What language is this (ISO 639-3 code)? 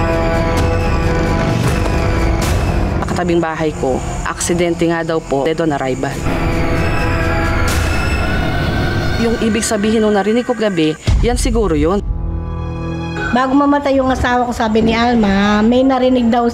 fil